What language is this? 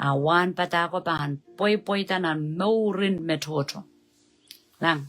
Pohnpeian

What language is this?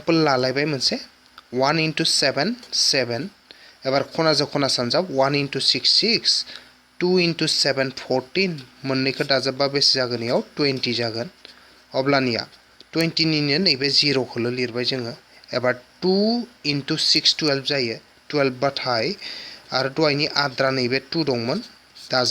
Bodo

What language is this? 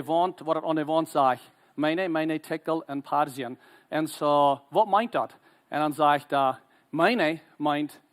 Plautdietsch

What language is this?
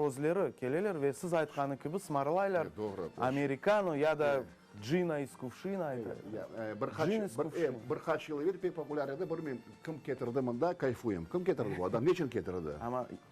Crimean Tatar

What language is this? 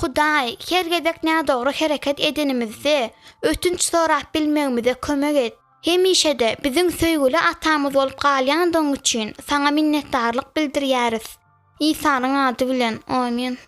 Turkmen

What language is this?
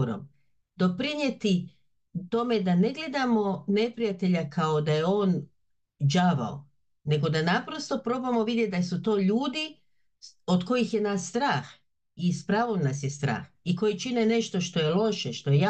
Bosnian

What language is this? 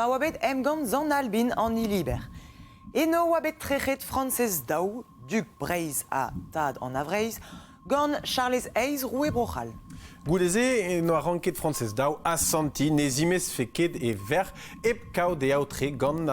Breton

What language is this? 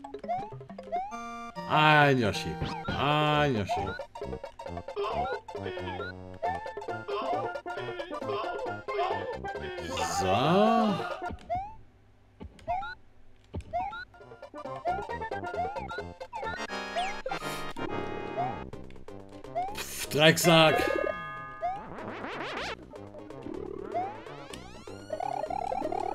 German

